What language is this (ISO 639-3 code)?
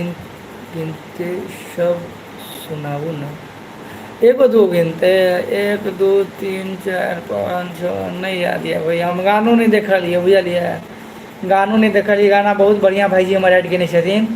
mai